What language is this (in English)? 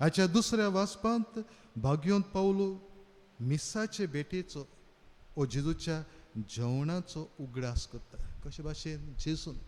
Konkani